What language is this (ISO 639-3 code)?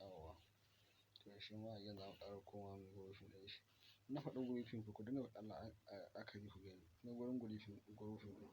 hau